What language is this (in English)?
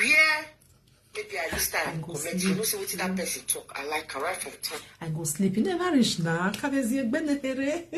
Nigerian Pidgin